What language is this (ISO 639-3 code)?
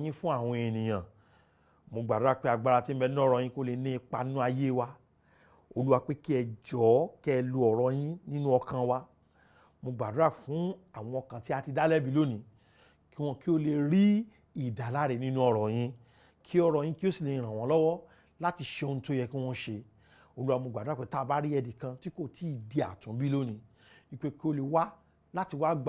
yor